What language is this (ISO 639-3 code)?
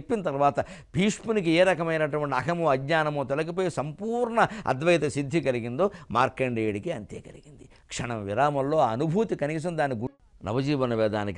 tel